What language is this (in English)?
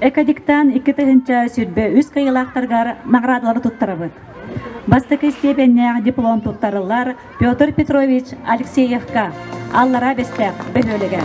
Yakut